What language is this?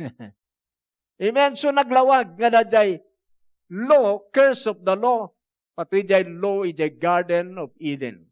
Iloko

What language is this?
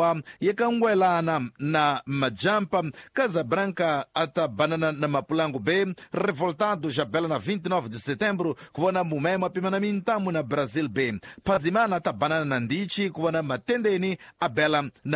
Tsonga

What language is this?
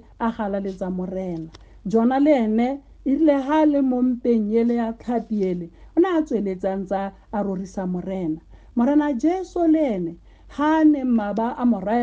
Tswana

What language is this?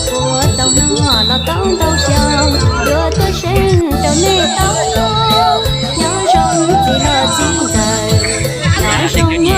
Hmong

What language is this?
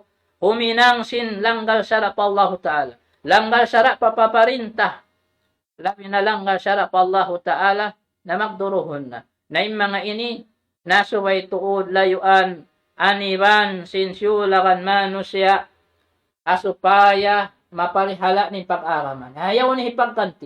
Tausug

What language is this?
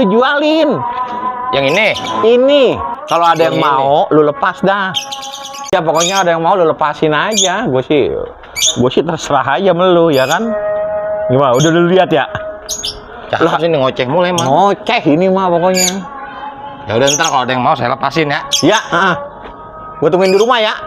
Betawi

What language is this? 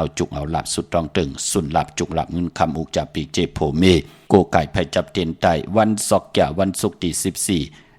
Shan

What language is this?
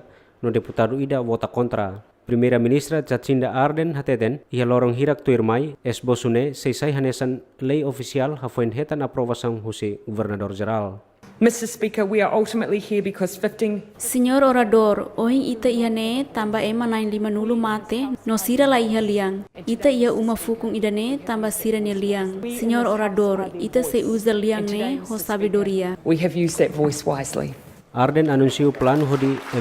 Tetum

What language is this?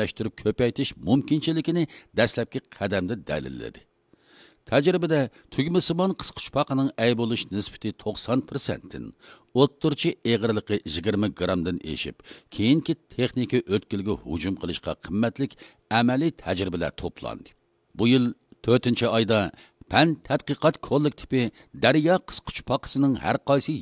Uyghur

